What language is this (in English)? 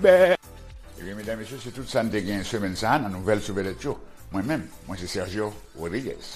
Haitian Creole